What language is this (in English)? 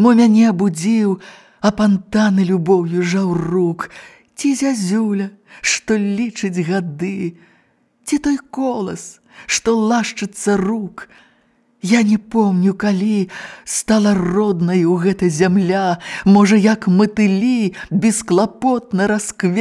Belarusian